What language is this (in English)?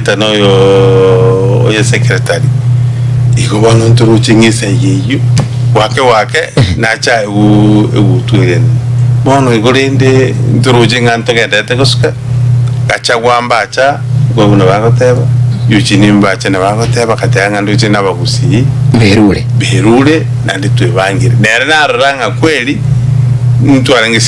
Gusii